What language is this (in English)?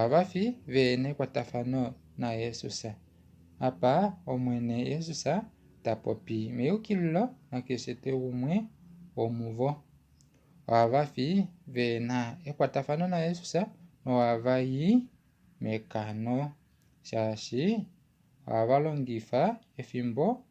Kuanyama